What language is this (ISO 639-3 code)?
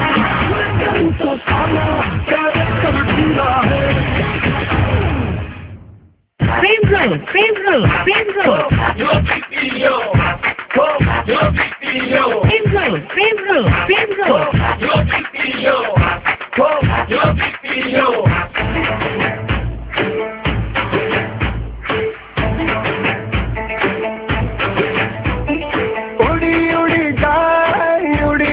ben